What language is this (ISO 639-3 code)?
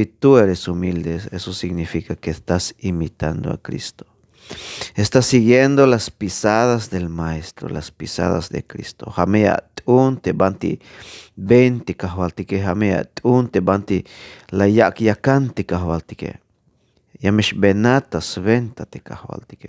tzh